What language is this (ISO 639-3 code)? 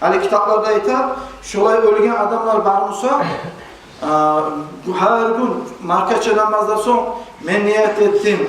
kum